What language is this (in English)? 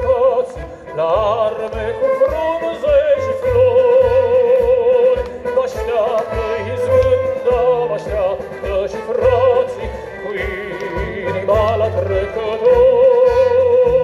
Romanian